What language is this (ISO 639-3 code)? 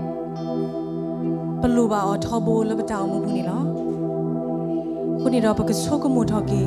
ksw